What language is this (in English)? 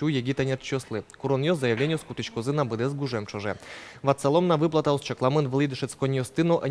Udmurt